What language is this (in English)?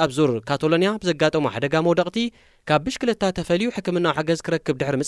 Tigrinya